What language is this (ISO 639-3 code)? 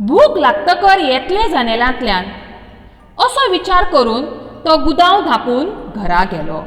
kok